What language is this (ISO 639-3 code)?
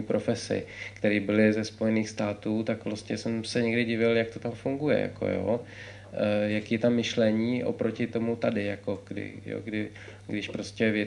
ces